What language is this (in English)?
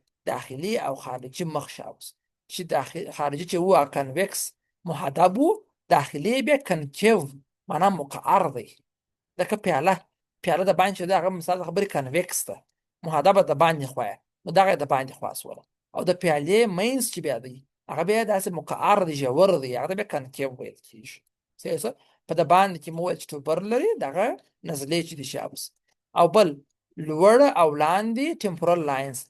Pashto